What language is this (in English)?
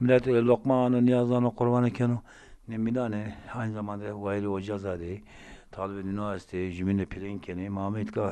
Zaza